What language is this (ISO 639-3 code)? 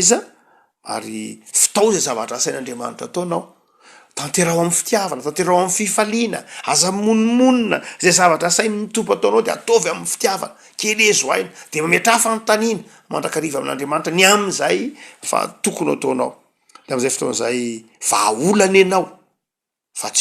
mlg